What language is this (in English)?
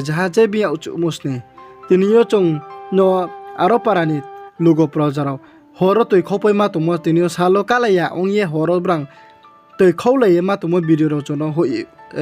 Riang (India)